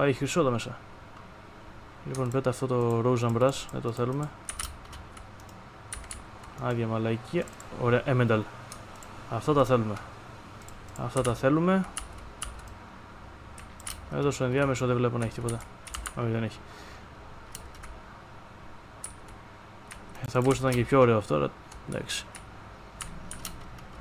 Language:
Greek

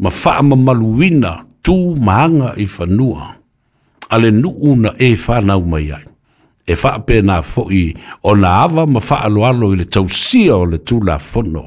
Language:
Samoan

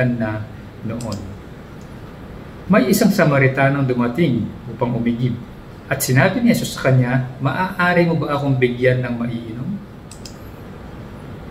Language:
Filipino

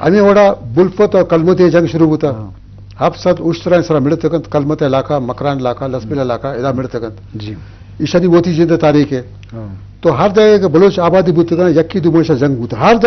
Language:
Eastern Balochi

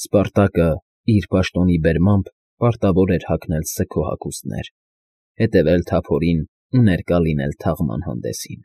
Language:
Armenian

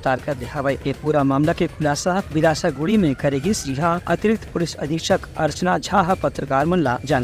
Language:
Chhattisgarhi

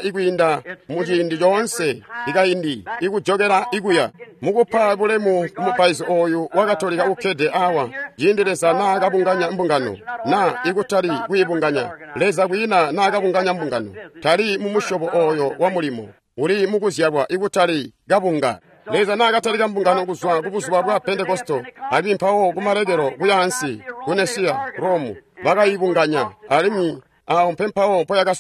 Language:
Tonga (Zambia)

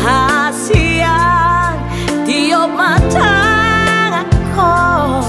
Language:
Batak Toba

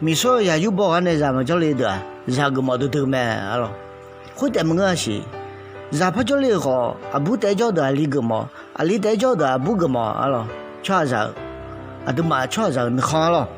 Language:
Akha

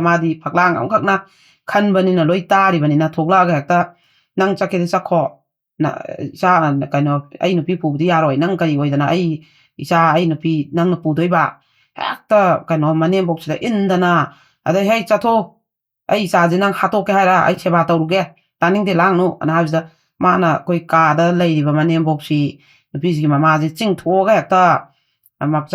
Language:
Manipuri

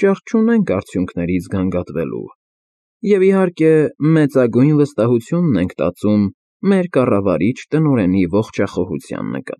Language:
Armenian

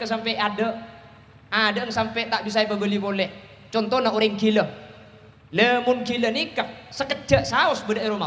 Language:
Madurese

